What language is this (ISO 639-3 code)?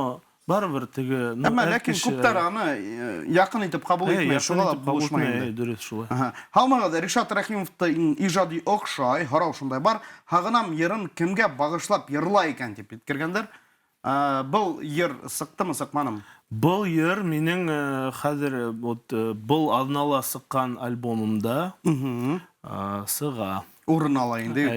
bak